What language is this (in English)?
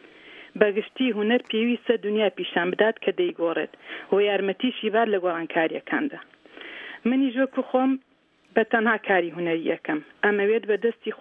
Central Kurdish